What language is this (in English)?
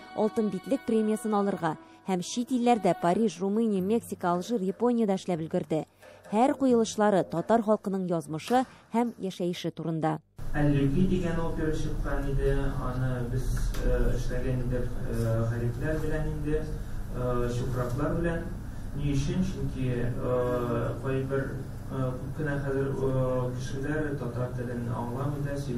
Tatar